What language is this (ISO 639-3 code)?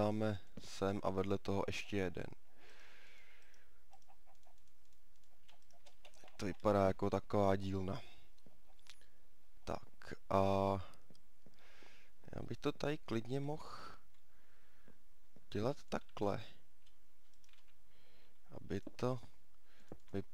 ces